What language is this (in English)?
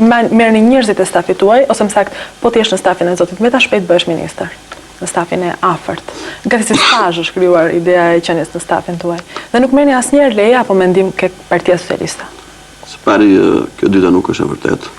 Albanian